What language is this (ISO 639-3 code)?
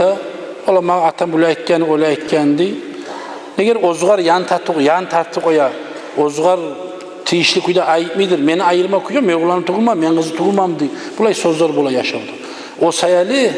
kum